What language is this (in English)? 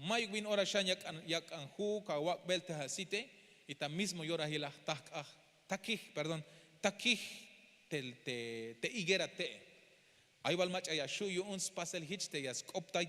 Tzeltal